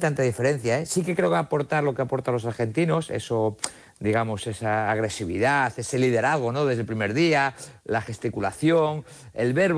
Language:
Spanish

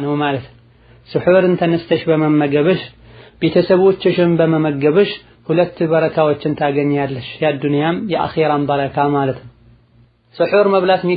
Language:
Amharic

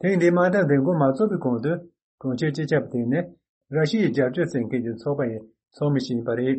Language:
Tibetan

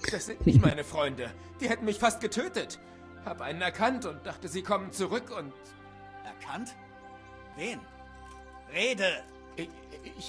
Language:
Swiss German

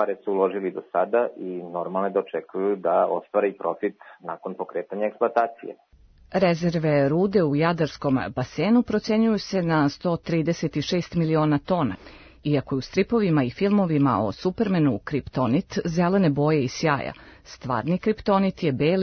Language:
Serbian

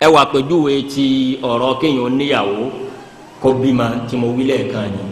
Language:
Yoruba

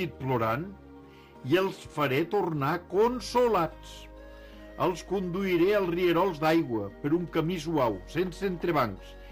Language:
Catalan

